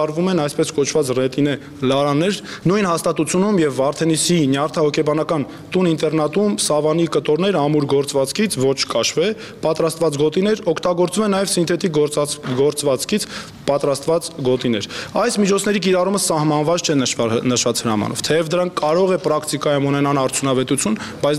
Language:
Armenian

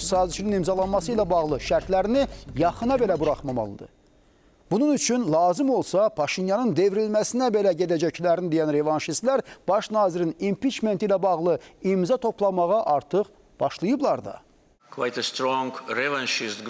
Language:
Azerbaijani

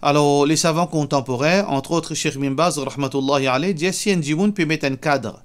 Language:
Morisyen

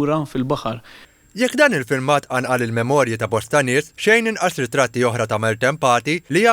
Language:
Maltese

